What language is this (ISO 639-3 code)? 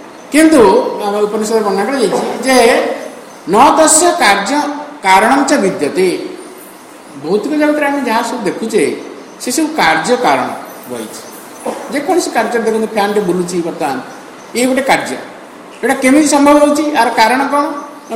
ori